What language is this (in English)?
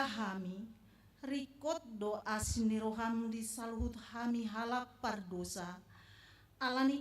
Batak Toba